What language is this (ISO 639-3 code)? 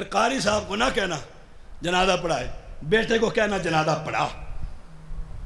urd